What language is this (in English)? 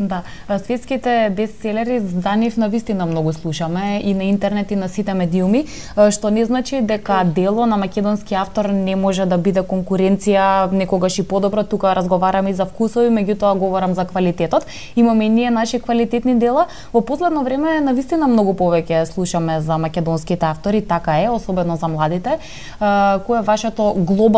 Macedonian